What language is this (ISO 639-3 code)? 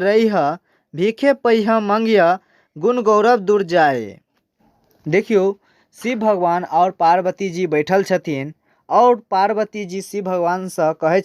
mai